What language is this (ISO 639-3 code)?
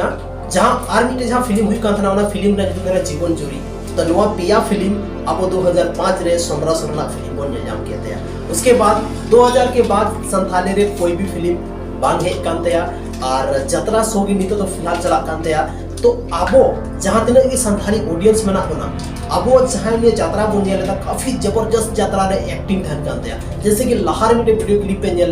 sat